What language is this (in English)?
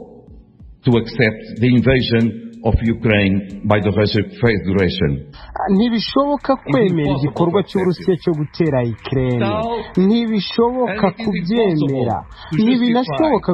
Kinyarwanda